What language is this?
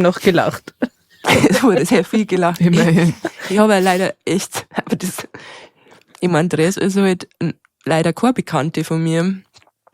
Bavarian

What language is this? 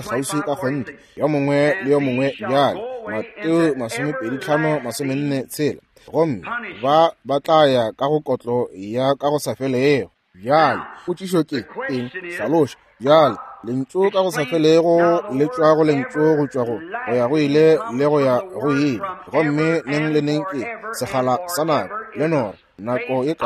Northern Sotho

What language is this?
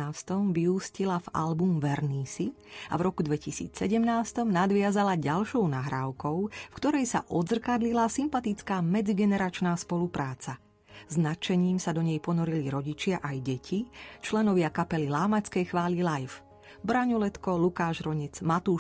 Slovak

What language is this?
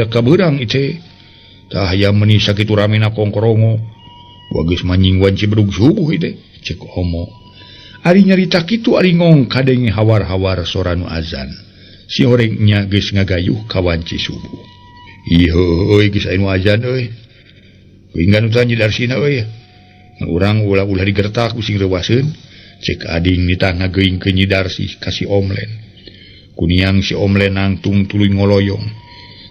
Sundanese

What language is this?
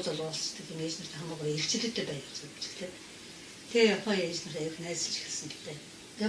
Mongolian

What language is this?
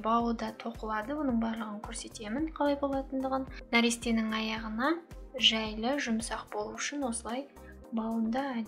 Kazakh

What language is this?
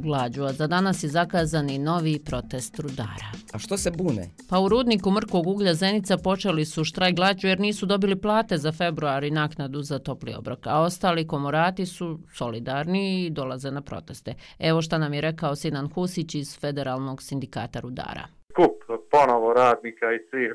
Bosnian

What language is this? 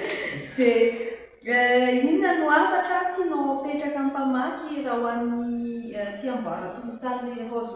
Malagasy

